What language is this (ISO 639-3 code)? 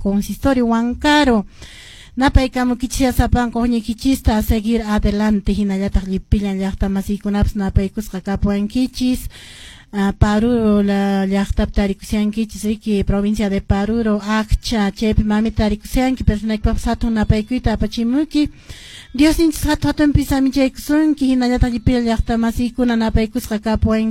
que